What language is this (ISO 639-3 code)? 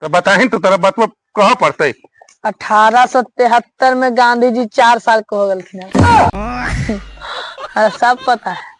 mag